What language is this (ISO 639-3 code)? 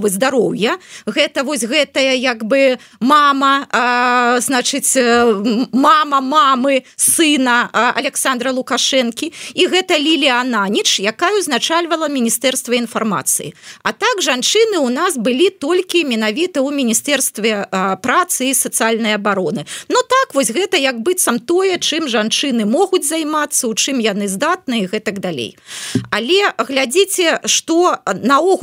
bel